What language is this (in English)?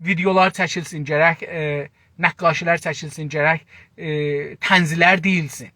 South Azerbaijani